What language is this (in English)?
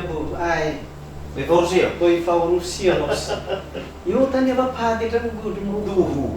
Nias